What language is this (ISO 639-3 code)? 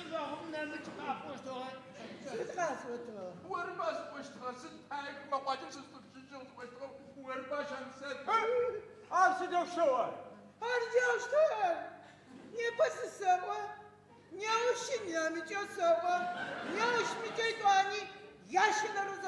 ady